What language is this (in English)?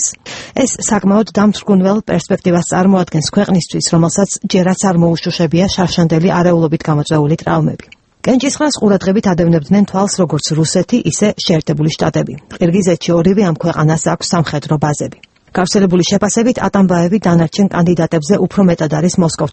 Georgian